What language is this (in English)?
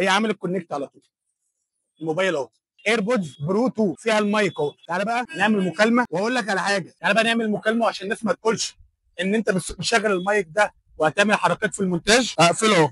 Egyptian Arabic